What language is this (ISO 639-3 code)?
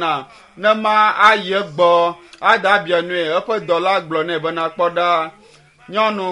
ewe